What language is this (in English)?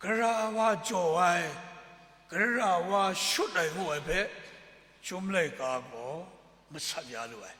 Kachin